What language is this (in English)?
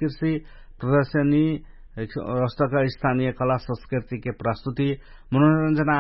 Dangaura Tharu